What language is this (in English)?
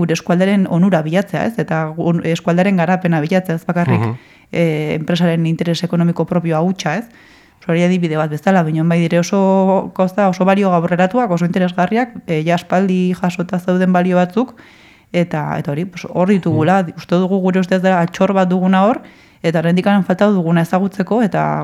Basque